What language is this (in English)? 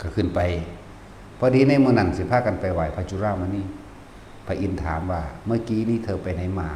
Northeastern Thai